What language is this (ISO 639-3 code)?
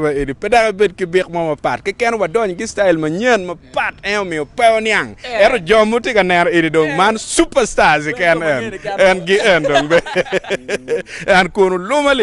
ach